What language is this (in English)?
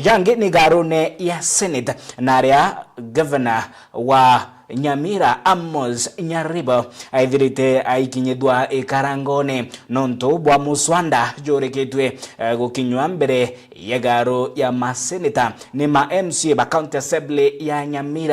Meru